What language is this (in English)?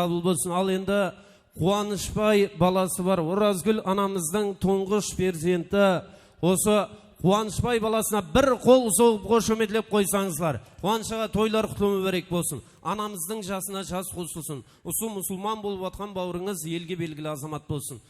Kara-Kalpak